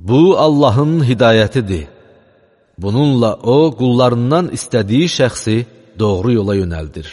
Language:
Azerbaijani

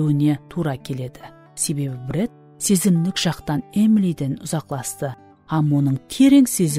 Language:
Kara-Kalpak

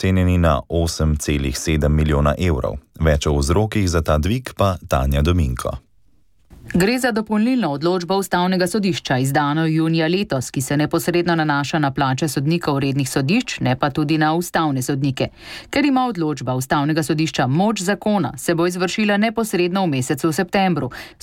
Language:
Slovenian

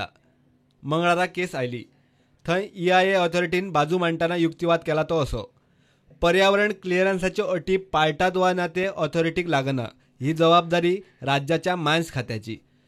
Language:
Konkani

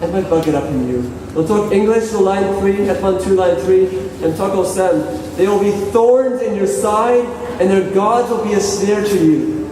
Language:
Tok Pisin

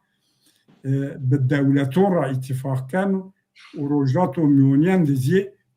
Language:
Zaza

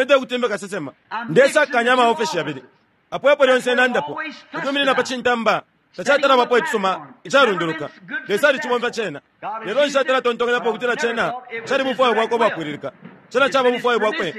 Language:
Bemba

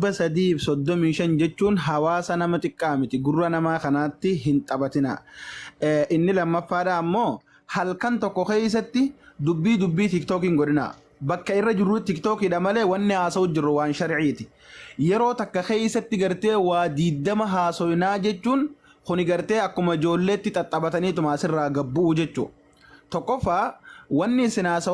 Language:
Oromo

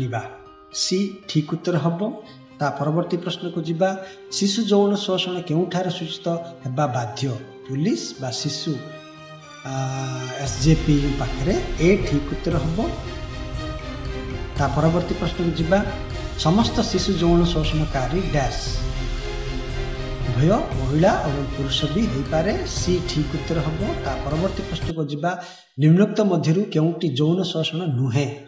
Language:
Odia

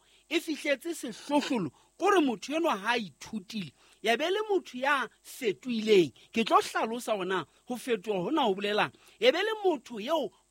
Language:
Southern Sotho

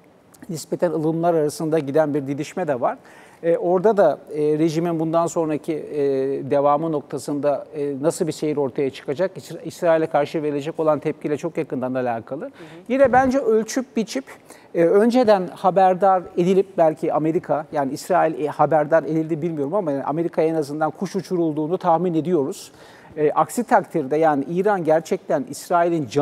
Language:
Turkish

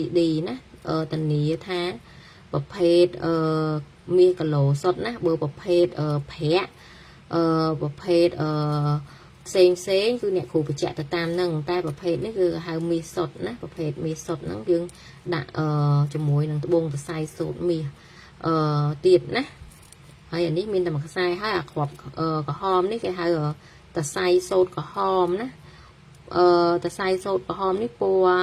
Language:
Khmer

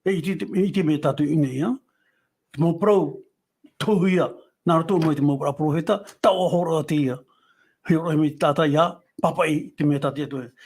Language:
Tahitian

